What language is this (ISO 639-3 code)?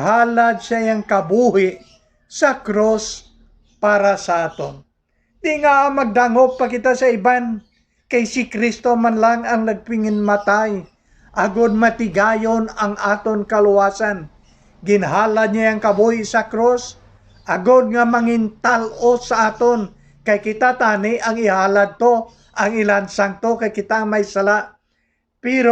hil